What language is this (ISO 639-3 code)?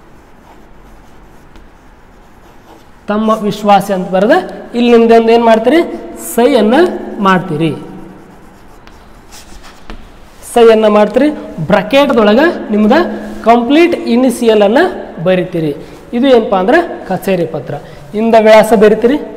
kan